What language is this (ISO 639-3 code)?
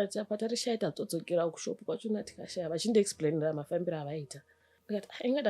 sna